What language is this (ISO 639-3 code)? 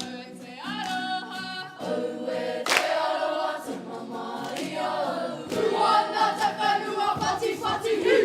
mri